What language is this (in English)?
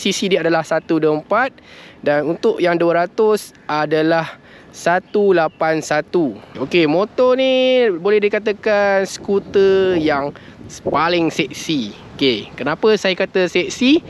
Malay